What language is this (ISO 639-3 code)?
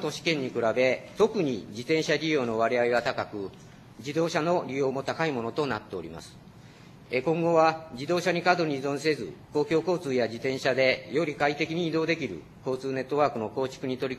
jpn